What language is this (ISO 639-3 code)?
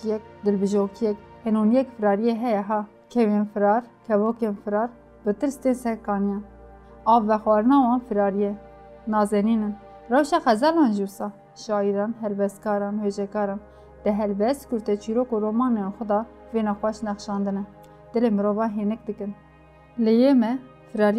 kur